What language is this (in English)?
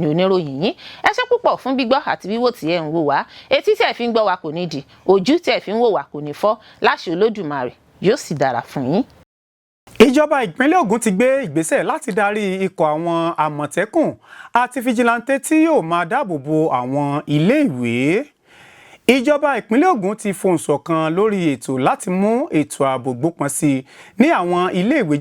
Yoruba